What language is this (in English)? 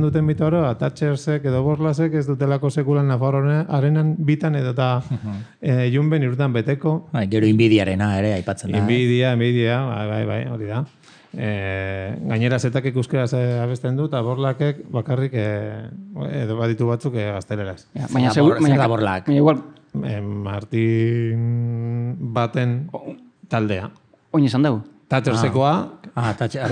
Basque